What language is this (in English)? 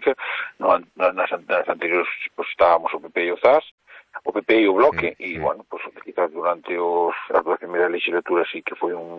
Galician